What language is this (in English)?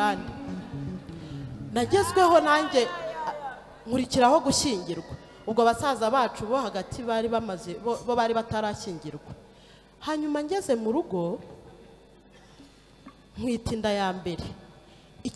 Kinyarwanda